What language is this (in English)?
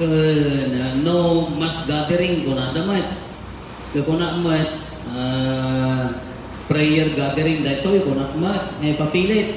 Iloko